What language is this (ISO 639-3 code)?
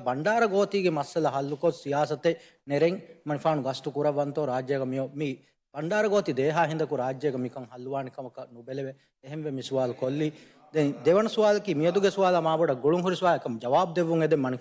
div